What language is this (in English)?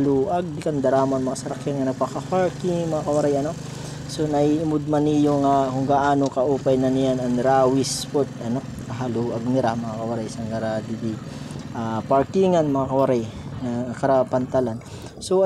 Waray